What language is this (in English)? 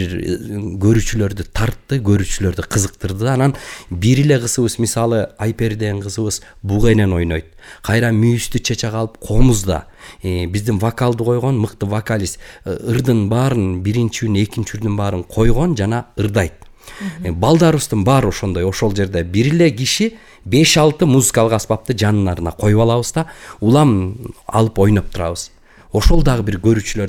Kyrgyz